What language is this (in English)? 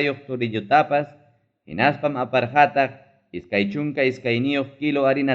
Ayacucho Quechua